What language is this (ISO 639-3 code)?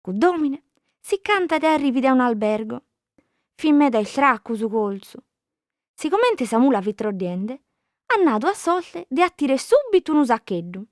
srd